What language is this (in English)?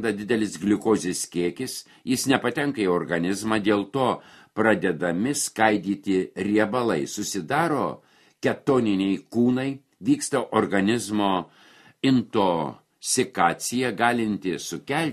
Lithuanian